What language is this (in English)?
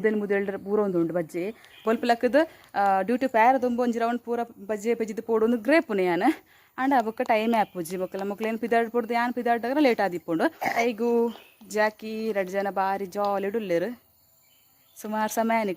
Tulu